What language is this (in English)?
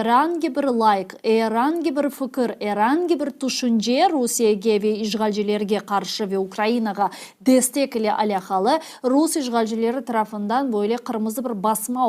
Crimean Tatar